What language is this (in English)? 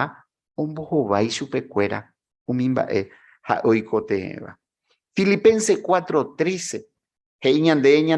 Guarani